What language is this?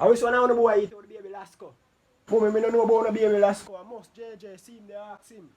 Jamaican Creole English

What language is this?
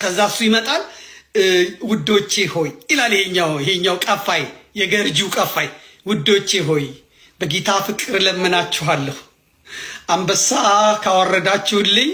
Amharic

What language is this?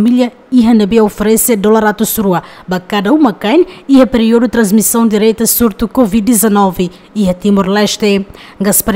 Tetum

